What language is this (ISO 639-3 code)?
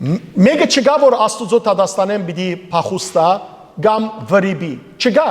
hyw